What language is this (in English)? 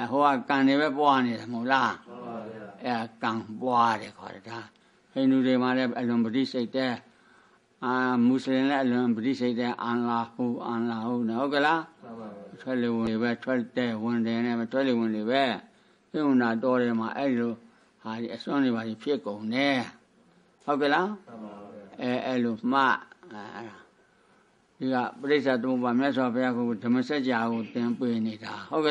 Burmese